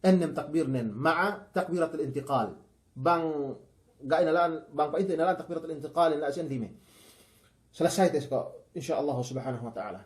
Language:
Yakan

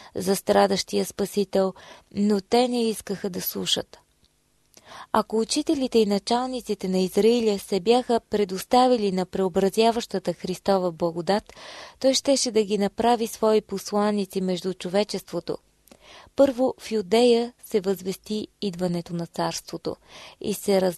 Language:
Bulgarian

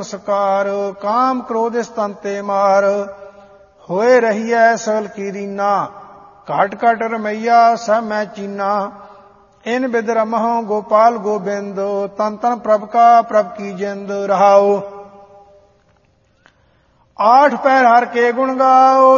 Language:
Punjabi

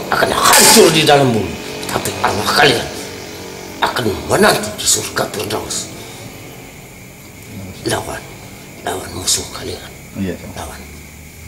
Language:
Indonesian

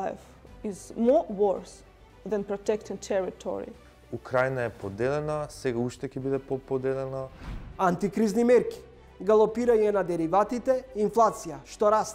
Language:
Macedonian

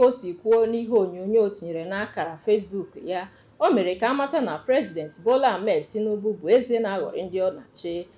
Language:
Igbo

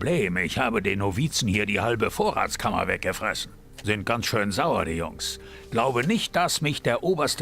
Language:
Bavarian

